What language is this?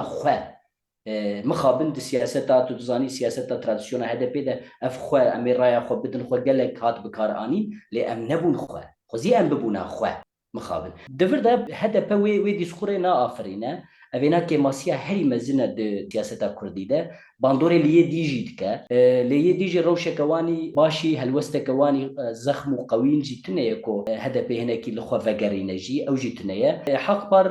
Kurdish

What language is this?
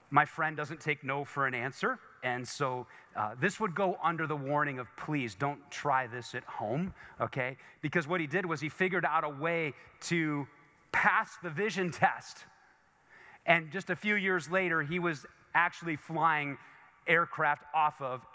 English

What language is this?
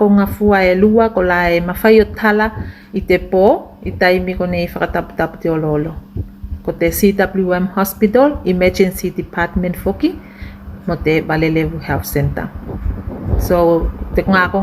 Tuvalu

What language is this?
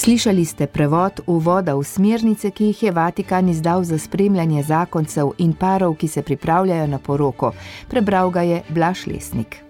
Slovenian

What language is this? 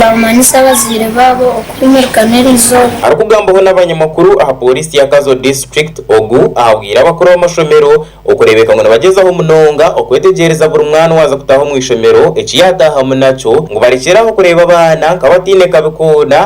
Nyankole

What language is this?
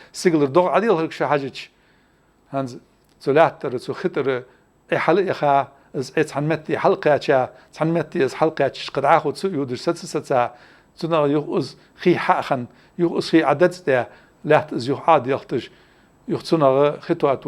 Ingush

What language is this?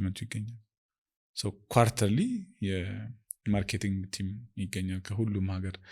Amharic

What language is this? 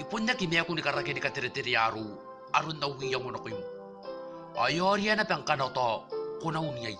Gilbertese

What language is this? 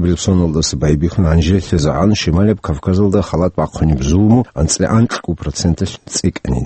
Avaric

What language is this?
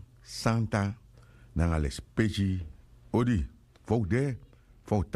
Sranan Tongo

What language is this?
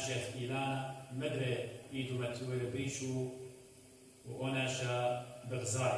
Assyrian Neo-Aramaic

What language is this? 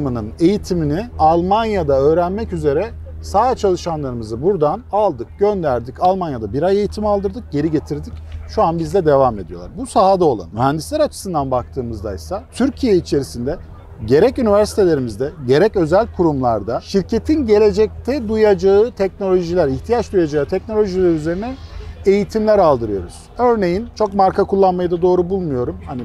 Turkish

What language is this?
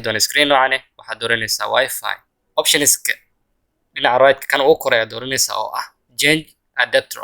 Somali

